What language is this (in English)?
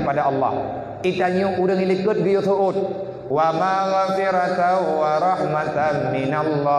Achinese